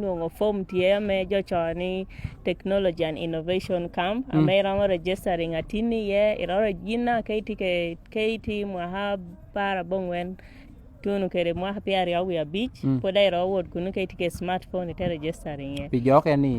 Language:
Lango (Uganda)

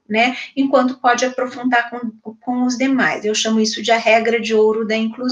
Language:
Portuguese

